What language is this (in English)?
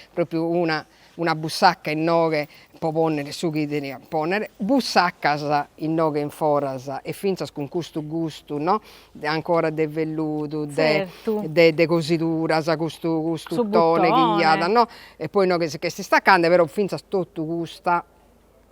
Sardinian